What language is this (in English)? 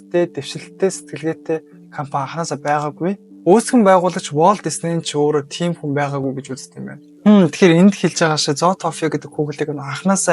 Mongolian